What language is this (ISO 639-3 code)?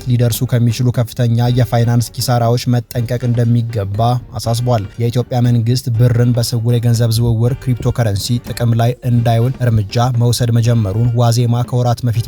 amh